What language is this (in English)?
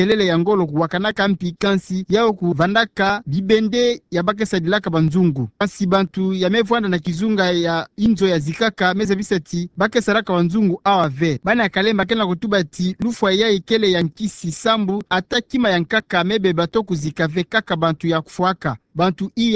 Kituba (Democratic Republic of Congo)